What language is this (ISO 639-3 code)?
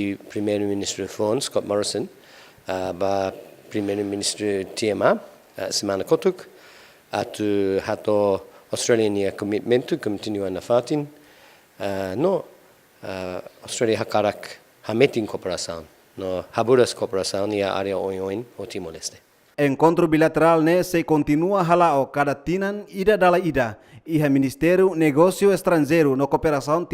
tet